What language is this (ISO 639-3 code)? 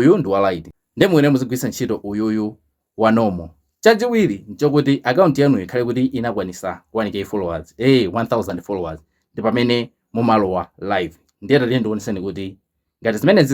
nya